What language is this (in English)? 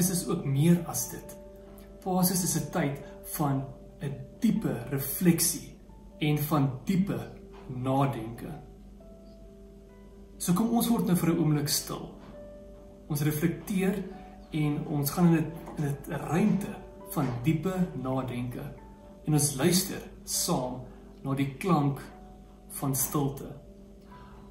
Afrikaans